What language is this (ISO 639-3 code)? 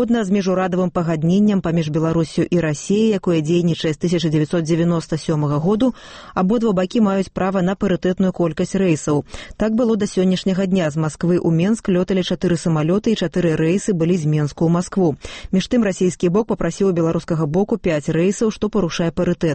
bel